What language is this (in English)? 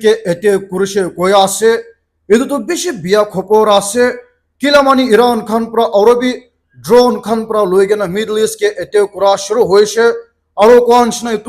Naga Pidgin